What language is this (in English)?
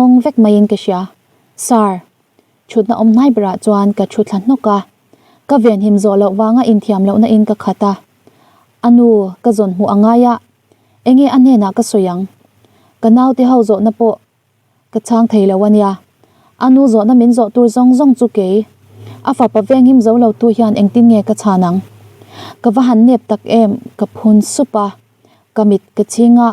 Mizo